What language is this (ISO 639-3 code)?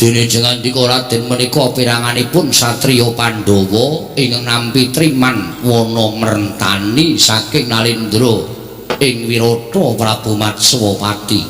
jav